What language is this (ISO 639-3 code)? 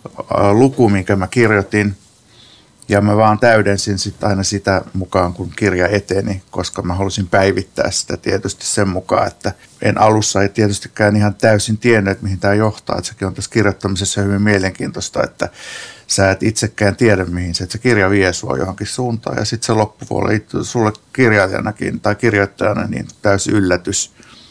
fin